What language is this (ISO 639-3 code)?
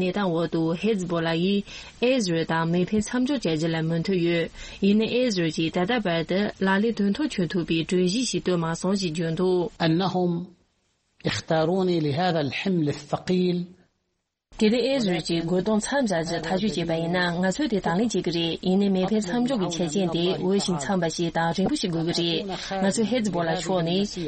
bod